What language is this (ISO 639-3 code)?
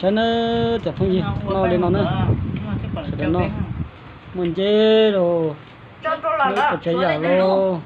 hmn